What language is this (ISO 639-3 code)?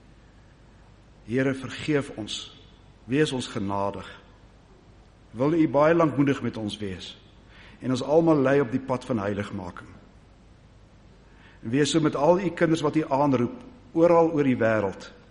afr